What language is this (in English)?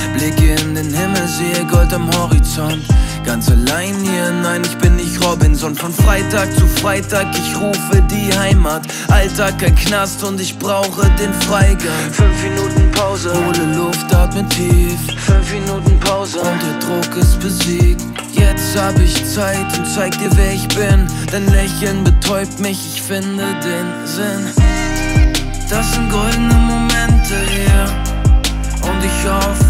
German